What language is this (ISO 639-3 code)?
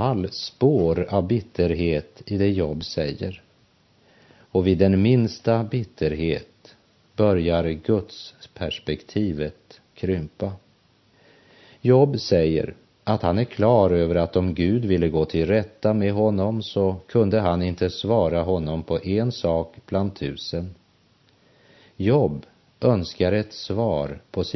swe